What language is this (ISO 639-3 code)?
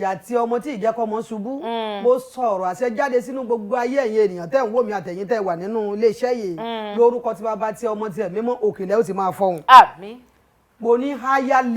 yor